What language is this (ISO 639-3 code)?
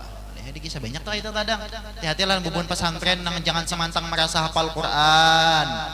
bjn